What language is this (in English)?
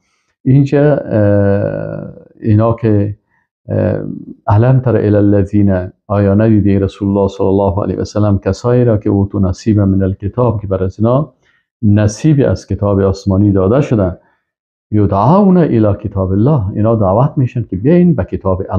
Persian